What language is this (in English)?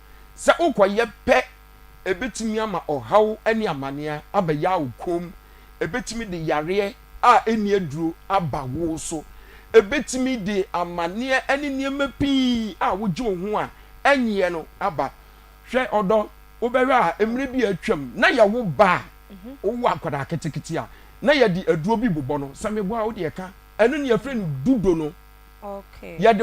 Akan